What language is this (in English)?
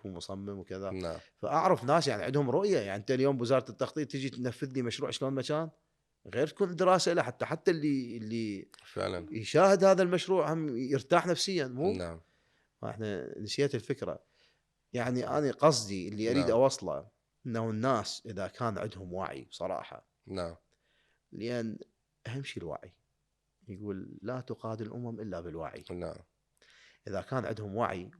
Mesopotamian Arabic